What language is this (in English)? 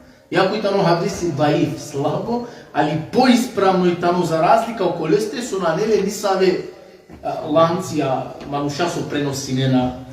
Balkan Romani